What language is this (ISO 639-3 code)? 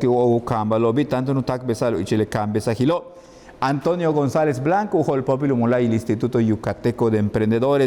yua